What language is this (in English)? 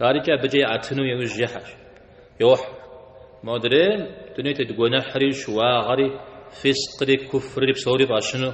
Kabardian